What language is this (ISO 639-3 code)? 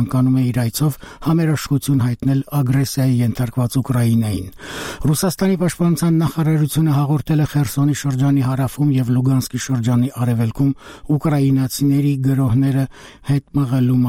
hye